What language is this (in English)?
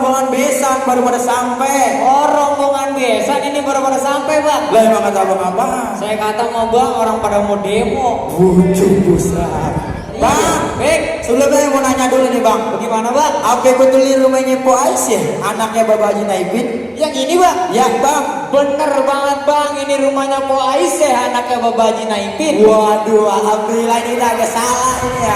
Betawi